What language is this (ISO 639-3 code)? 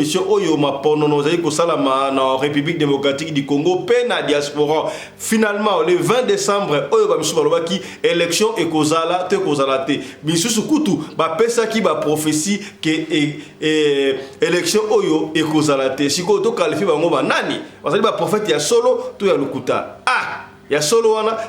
lin